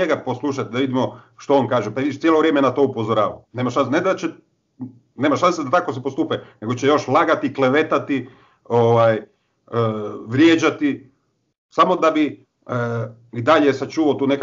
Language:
Croatian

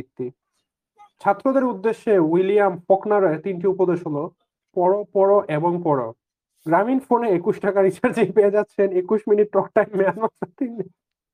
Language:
Bangla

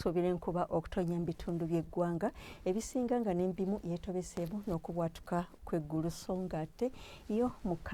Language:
Ganda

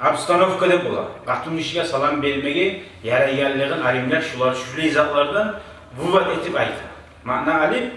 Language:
Kumyk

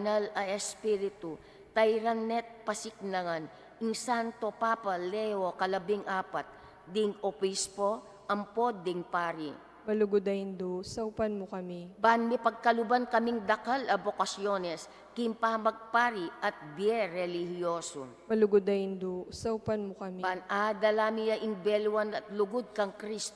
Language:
Pampanga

